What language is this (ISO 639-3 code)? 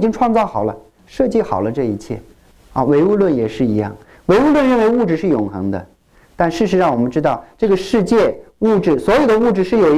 zho